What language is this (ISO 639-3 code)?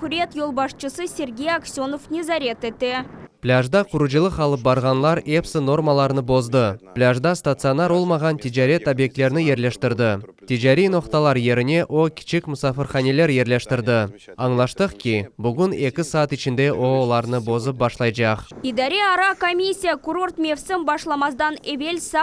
crh